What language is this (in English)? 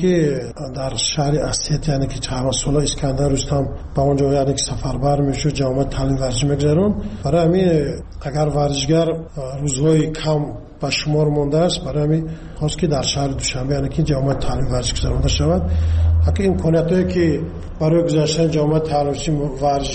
Tajik